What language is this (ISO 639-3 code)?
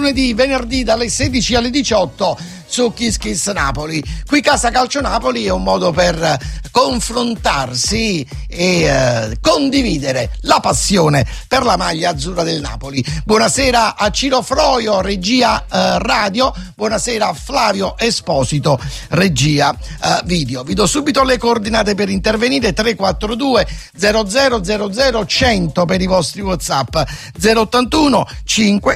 ita